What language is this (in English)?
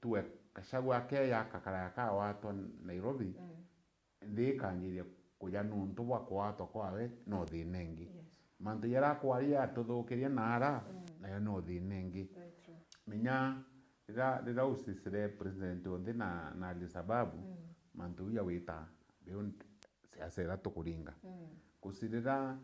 Meru